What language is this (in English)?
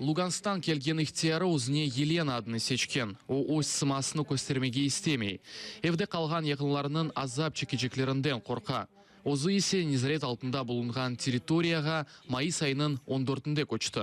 Crimean Tatar